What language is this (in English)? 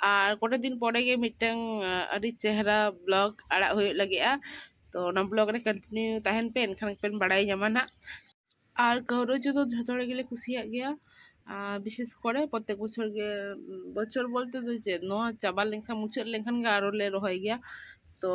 Santali